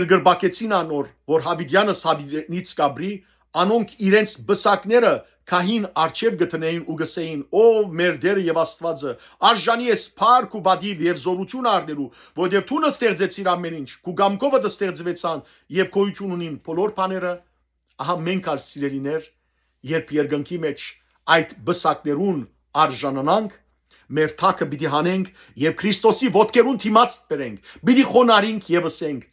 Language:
Western Armenian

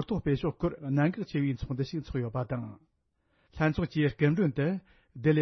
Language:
Tibetan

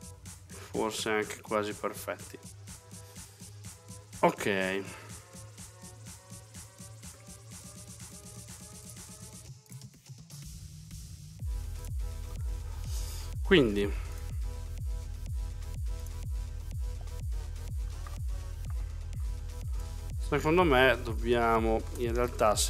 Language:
Italian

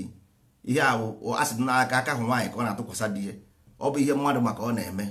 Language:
Igbo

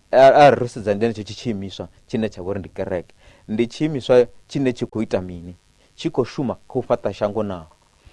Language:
Venda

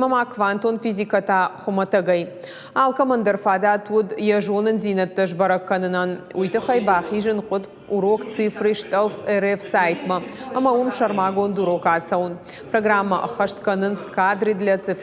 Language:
Ossetic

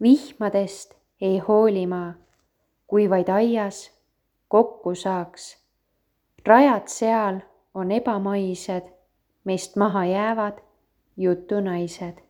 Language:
Estonian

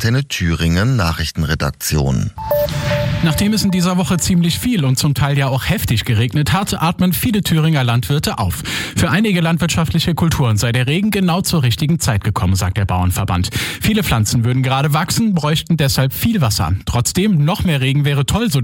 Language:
German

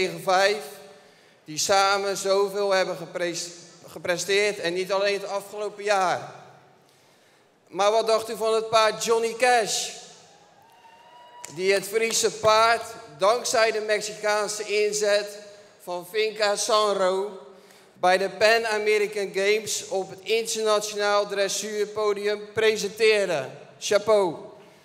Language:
Dutch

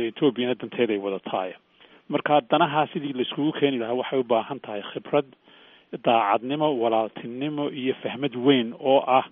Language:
Somali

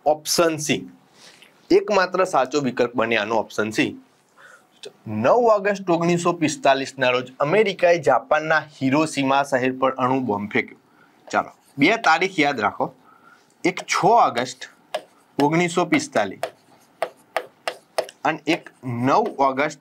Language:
Gujarati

